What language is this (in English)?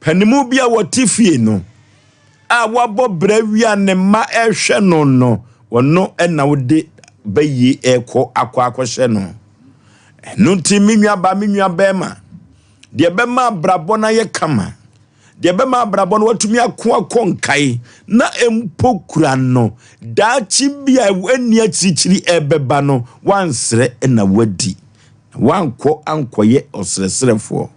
Akan